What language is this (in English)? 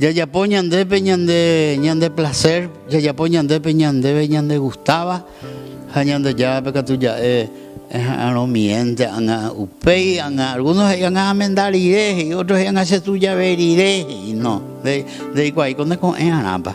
Guarani